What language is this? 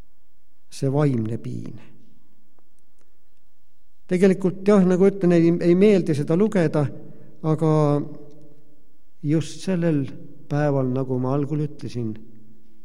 Estonian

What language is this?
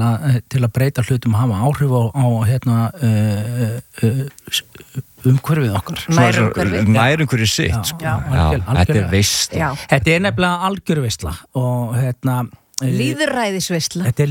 Icelandic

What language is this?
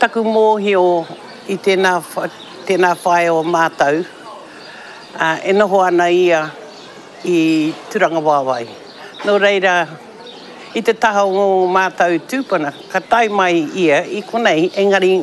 Māori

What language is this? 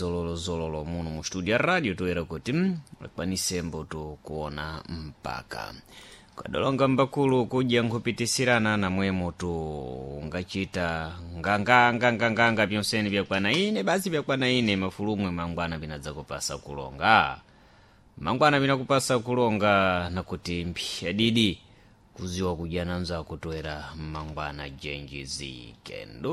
Sena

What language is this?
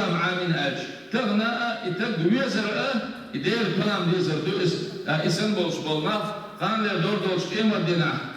Chechen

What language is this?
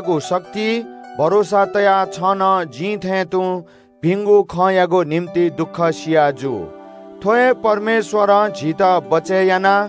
Newari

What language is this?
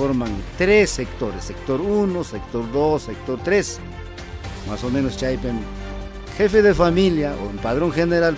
Ayacucho Quechua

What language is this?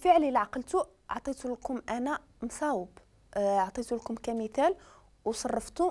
Moroccan Arabic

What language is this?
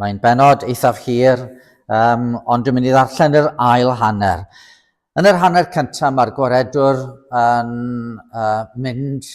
Welsh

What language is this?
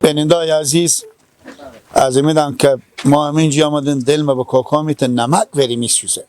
Persian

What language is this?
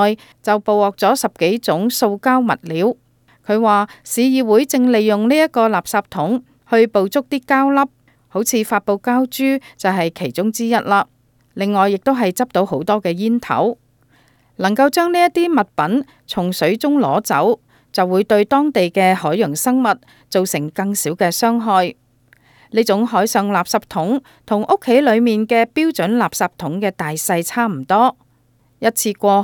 Cantonese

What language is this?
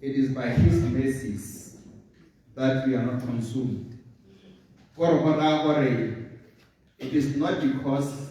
Tswana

